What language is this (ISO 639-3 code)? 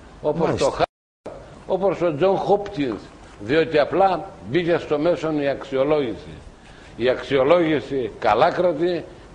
ell